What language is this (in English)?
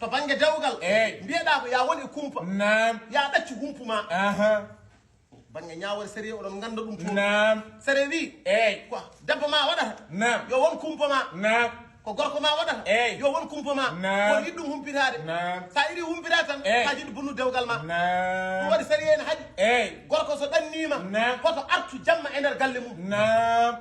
Fula